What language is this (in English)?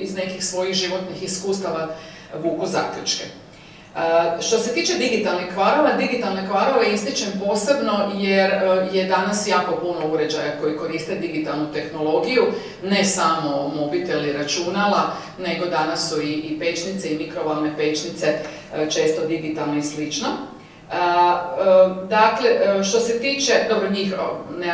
Croatian